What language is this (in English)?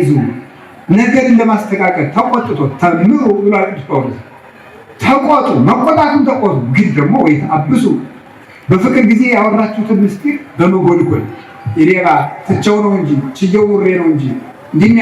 Amharic